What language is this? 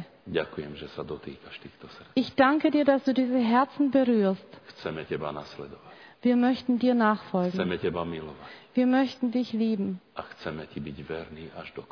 Slovak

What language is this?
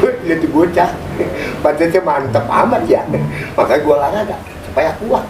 Betawi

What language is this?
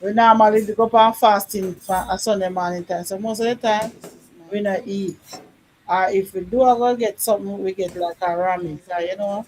Jamaican Creole English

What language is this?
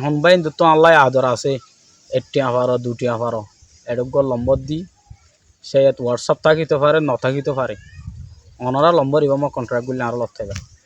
Rohingya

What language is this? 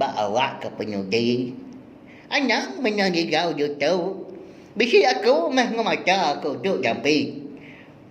Iban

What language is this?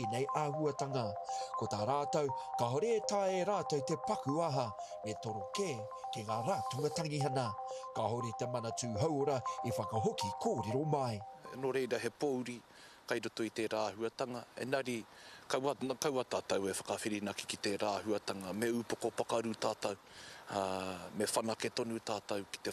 Māori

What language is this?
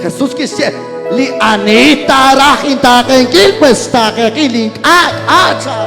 Kekchí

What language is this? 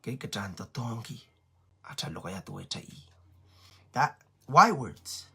Pohnpeian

